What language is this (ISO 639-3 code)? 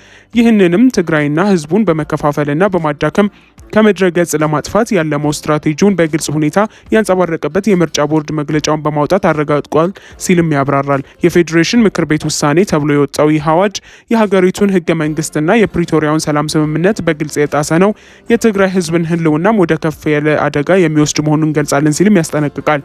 amh